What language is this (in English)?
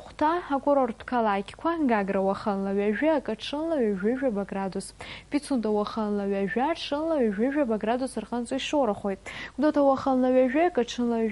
Abkhazian